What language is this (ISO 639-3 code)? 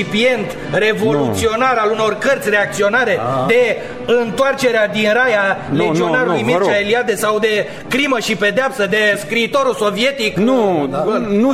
ron